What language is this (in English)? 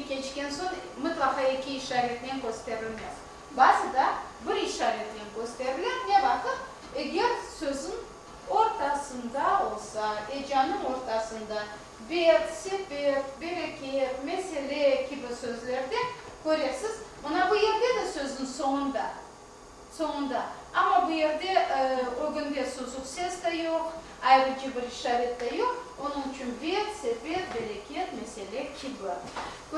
Crimean Tatar